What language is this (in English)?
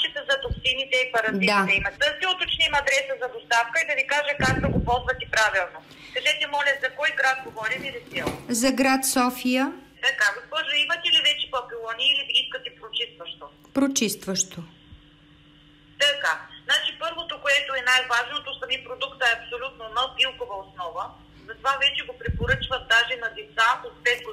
Bulgarian